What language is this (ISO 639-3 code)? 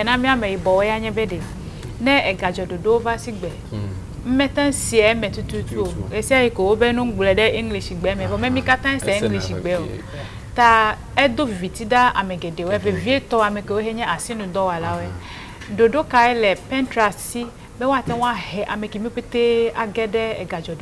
ewe